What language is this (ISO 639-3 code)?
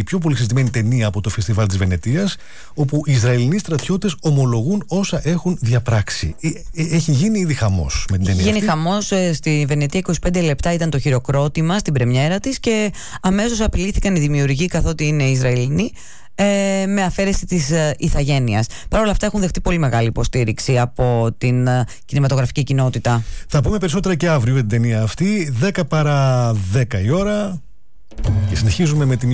ell